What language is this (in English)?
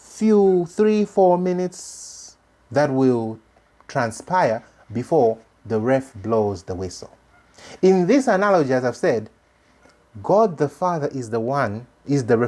English